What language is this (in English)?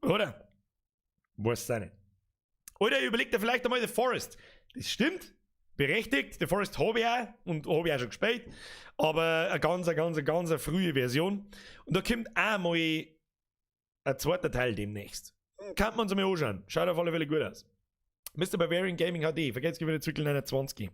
Bavarian